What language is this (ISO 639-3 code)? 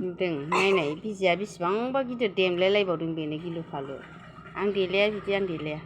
brx